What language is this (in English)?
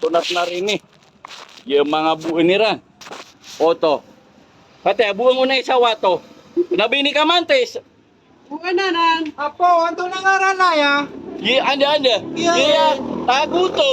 Maranao